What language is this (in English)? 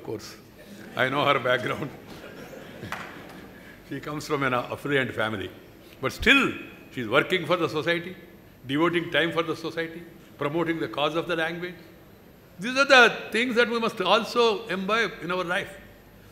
English